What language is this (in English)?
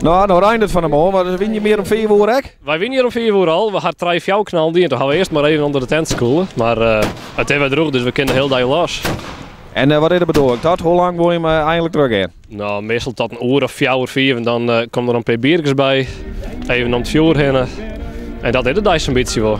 Western Frisian